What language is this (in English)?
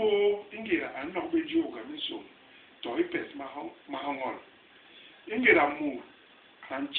Basaa